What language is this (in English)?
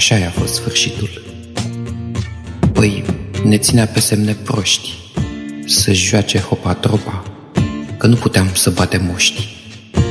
Romanian